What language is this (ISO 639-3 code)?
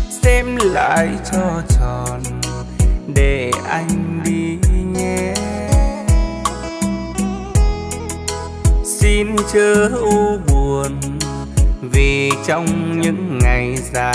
vie